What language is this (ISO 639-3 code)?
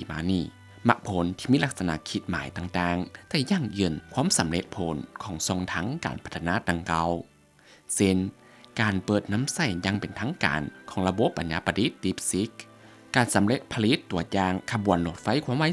lao